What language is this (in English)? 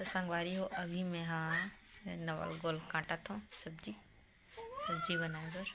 Chhattisgarhi